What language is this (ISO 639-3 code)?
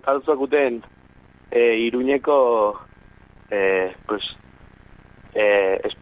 eus